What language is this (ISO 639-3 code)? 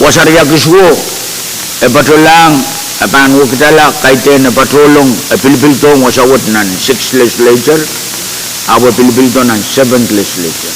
pon